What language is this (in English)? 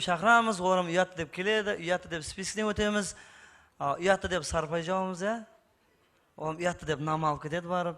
Kara-Kalpak